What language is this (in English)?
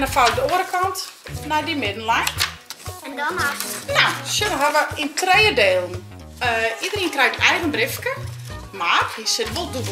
Western Frisian